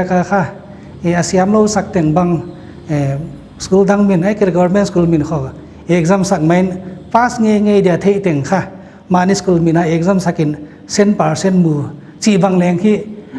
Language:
Paite Chin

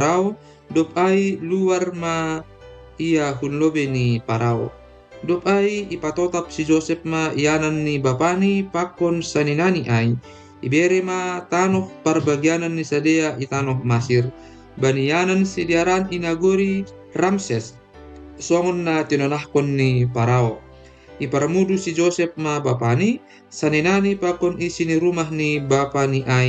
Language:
Batak Simalungun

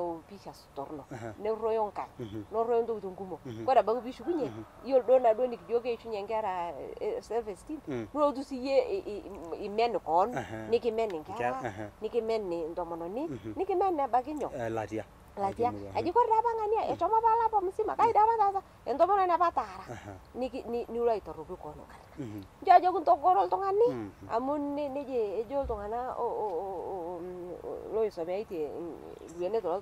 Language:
Masai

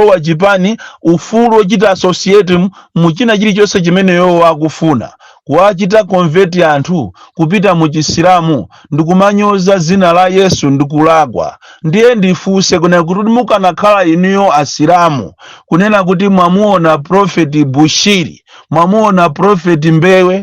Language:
Nyanja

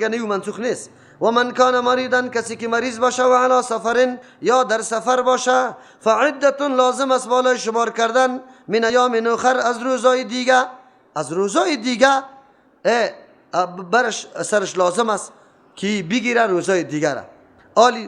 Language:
Persian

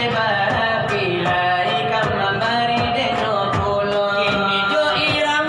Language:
Minangkabau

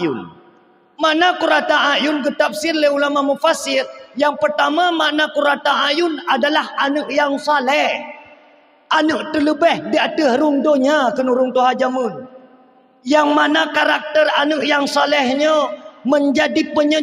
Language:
Achinese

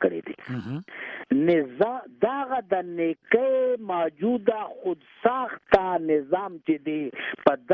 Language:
Pashto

